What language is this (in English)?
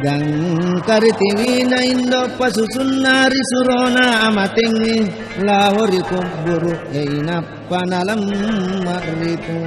Buginese